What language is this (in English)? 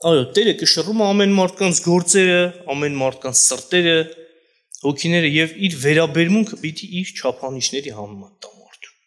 Armenian